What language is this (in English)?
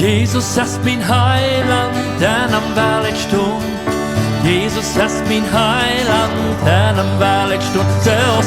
Plautdietsch